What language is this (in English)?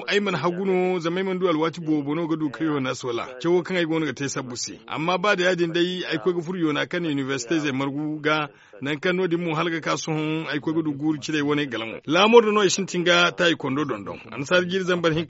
Zarma